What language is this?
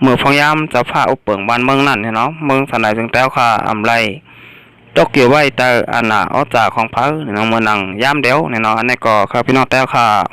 Shan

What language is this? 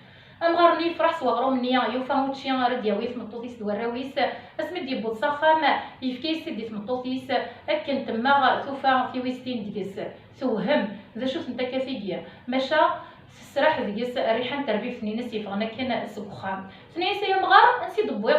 Kabyle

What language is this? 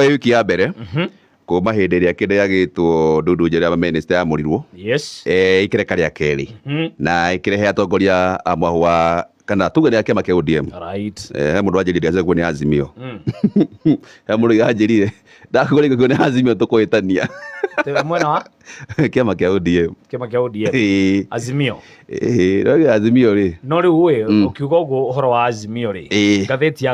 Kikuyu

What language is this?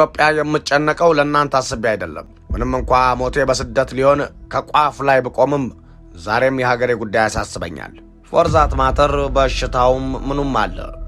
Amharic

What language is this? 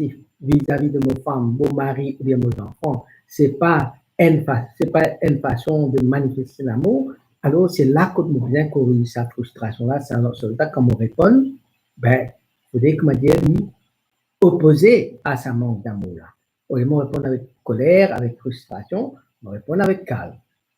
Morisyen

